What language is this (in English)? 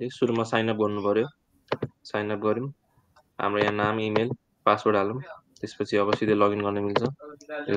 Nepali